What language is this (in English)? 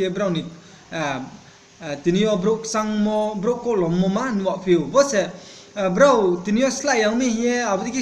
Riang (India)